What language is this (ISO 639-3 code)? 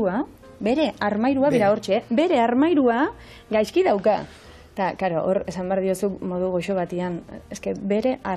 eus